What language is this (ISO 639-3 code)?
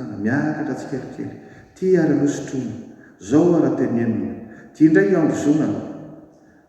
mlg